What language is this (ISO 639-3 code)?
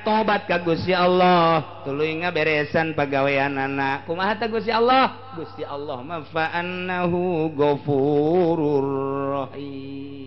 sun